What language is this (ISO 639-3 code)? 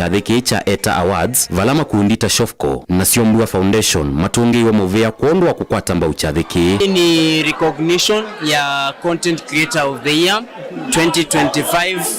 kam